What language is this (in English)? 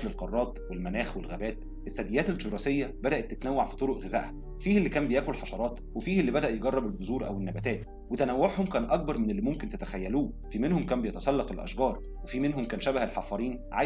Egyptian Arabic